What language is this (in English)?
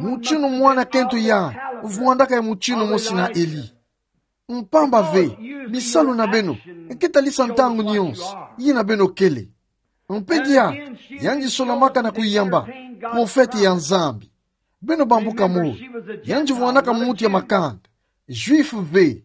Kituba (Democratic Republic of Congo)